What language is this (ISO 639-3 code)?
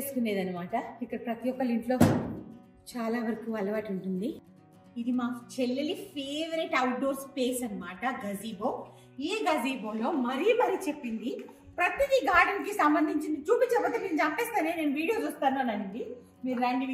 tel